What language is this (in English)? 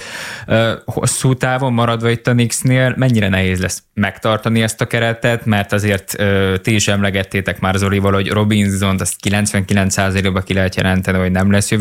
Hungarian